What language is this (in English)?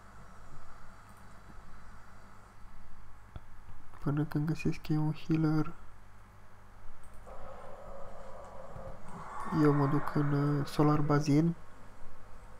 Romanian